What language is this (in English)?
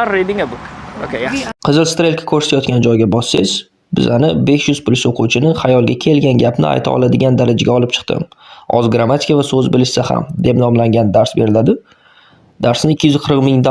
Uzbek